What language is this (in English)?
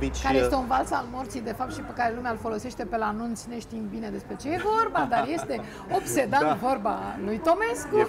Romanian